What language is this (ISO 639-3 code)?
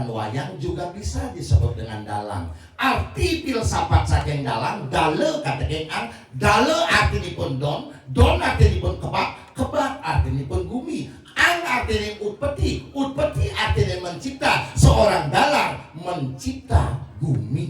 ban